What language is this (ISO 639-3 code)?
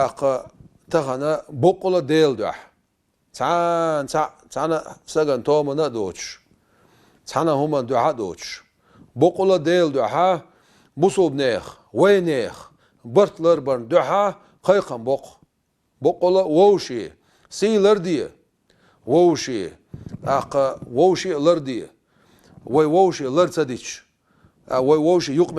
che